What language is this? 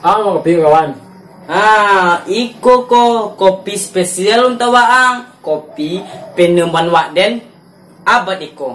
Minangkabau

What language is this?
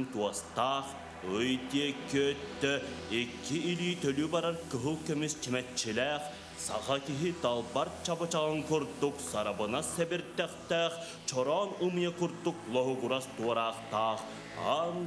Yakut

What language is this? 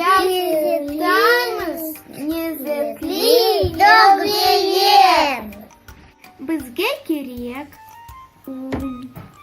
Crimean Tatar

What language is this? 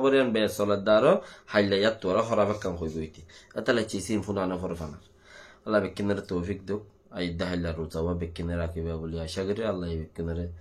Rohingya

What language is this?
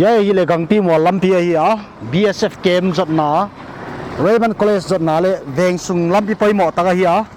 Paite Chin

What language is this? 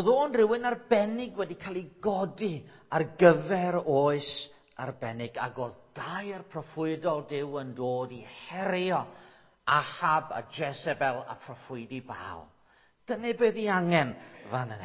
Welsh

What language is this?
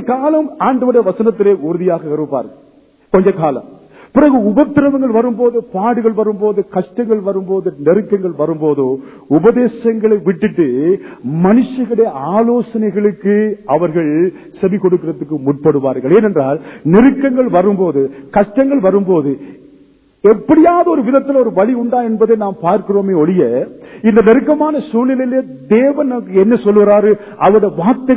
Tamil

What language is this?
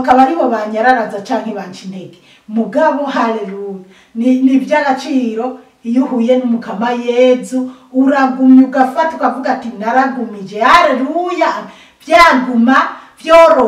Rundi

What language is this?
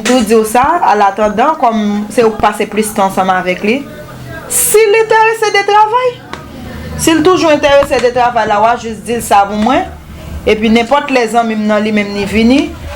Haitian Creole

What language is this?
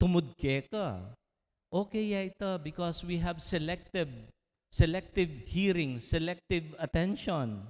Pampanga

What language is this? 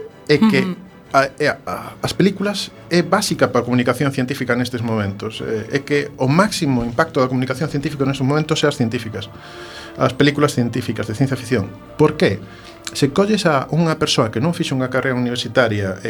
Galician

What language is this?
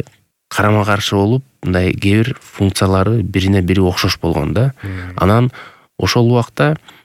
Kyrgyz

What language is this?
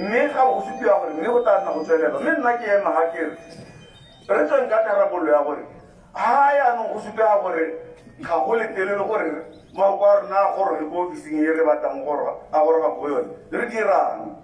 Tswana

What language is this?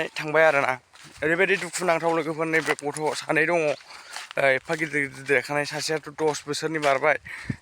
Bodo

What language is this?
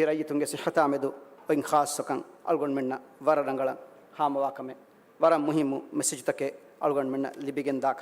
Divehi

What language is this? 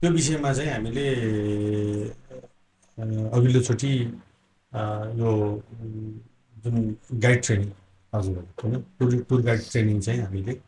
Nepali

